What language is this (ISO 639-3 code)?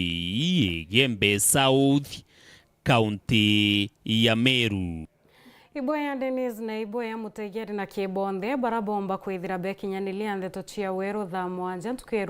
mer